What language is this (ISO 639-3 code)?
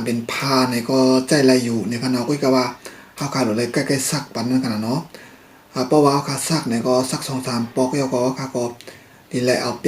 shn